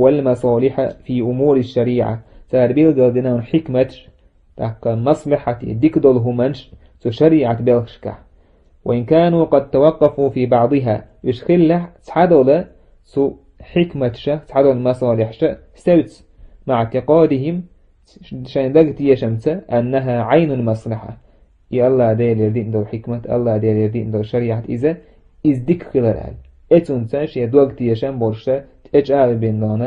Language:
Chechen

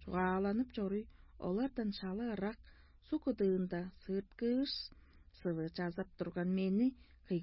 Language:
Tuvinian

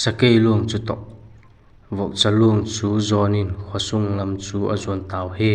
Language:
Vaiphei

